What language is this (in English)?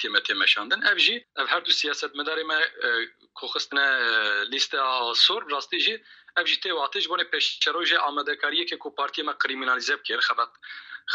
Kurdish